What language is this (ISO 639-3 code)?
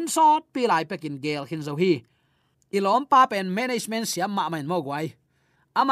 ctd